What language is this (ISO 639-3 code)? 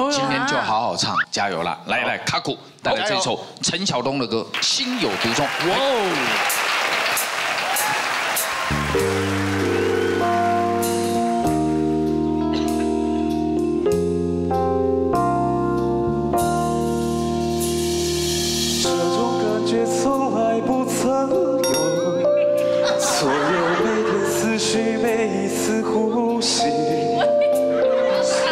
zho